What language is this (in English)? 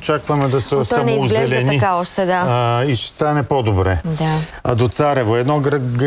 Bulgarian